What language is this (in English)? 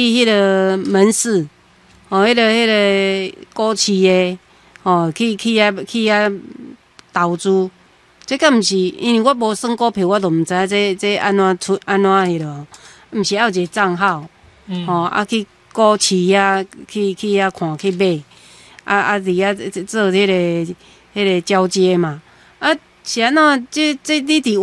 Min Nan Chinese